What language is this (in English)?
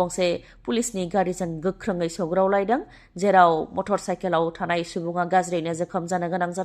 Bodo